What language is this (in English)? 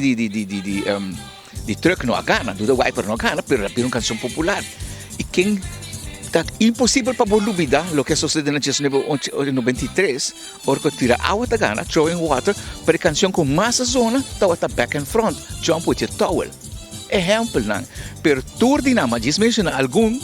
Papiamento